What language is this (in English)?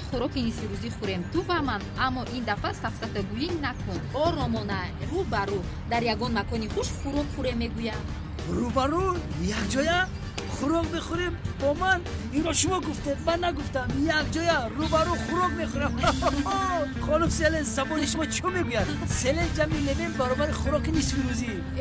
Tajik